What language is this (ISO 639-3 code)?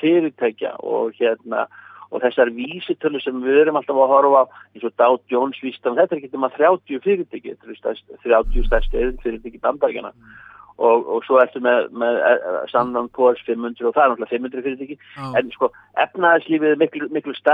isl